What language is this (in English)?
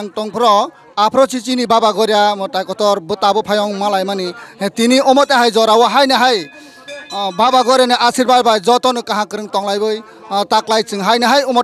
Kok Borok